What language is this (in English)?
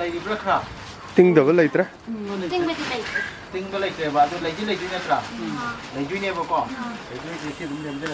Manipuri